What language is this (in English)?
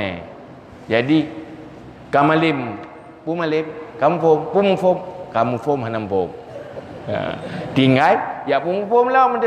Achinese